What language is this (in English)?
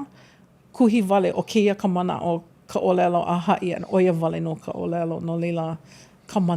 Hawaiian